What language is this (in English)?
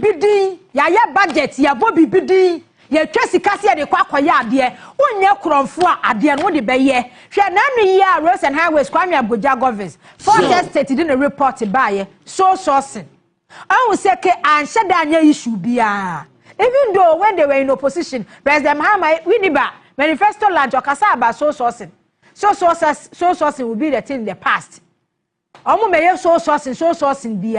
Akan